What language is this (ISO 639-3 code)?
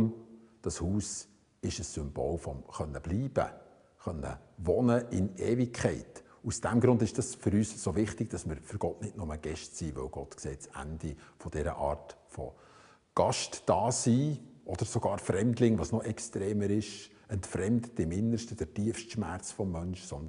gsw